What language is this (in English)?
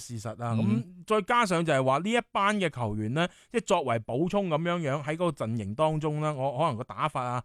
Cantonese